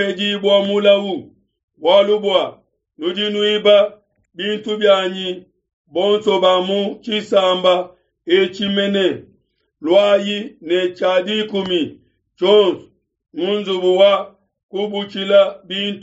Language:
Luba-Lulua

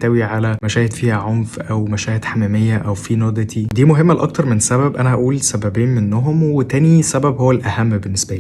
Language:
Egyptian Arabic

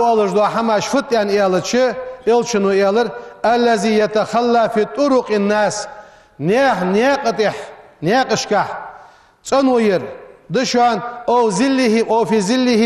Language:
Ingush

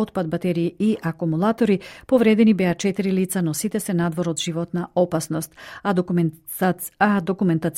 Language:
Macedonian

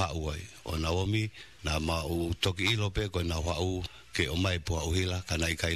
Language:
Tongan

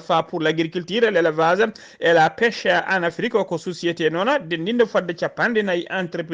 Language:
Fula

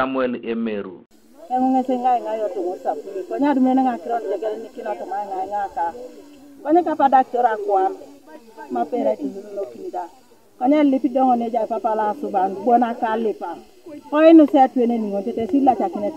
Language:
Teso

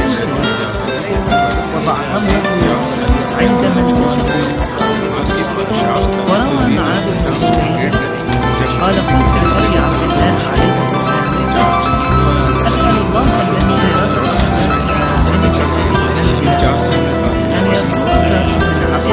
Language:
Arabic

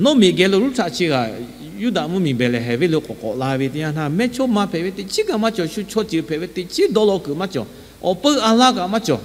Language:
Lahu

